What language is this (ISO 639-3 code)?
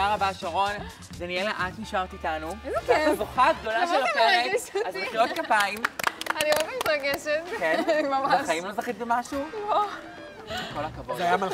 heb